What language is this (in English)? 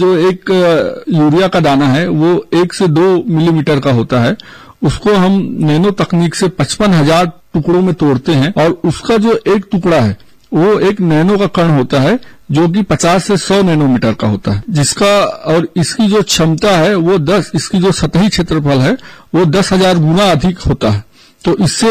Hindi